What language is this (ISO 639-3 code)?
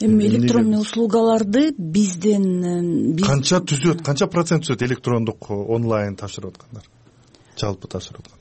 kir